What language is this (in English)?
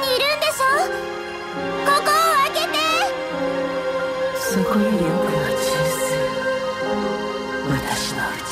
Japanese